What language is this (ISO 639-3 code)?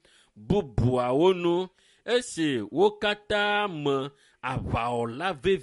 ewe